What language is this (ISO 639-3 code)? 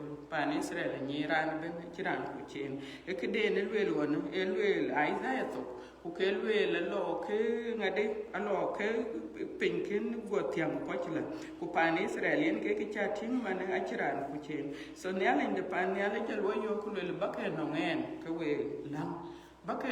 din